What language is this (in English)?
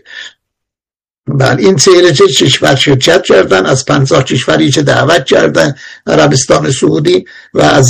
Persian